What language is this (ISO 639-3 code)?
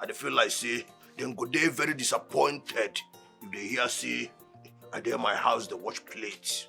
pcm